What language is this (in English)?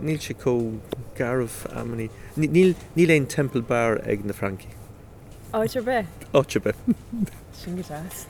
Irish